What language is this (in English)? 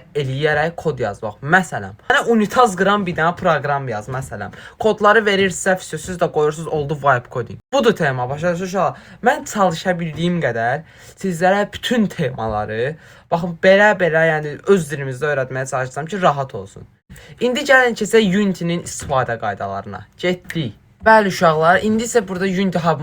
Azerbaijani